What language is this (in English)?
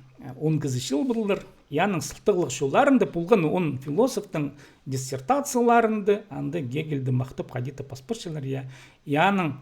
Khakas